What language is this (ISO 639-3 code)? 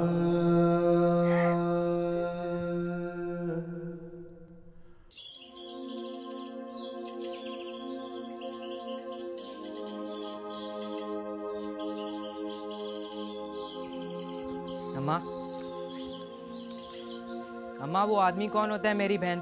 hin